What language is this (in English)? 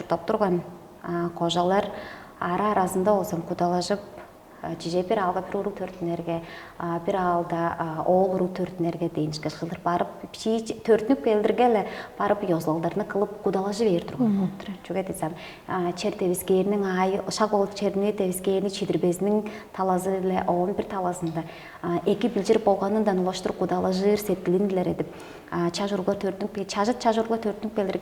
Tuvinian